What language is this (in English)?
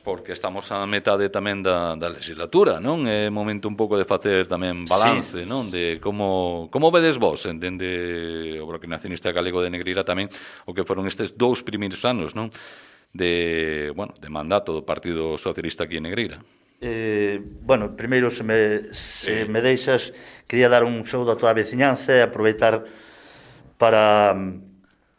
Galician